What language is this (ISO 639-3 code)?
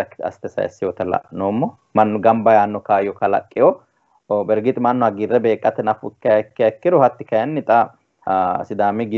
sid